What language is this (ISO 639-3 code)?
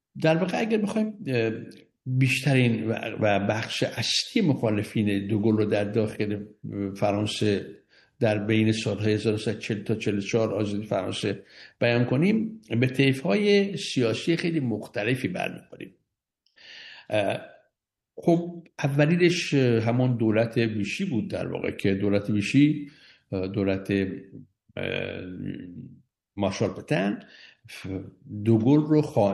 fas